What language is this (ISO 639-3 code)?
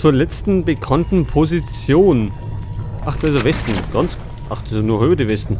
bar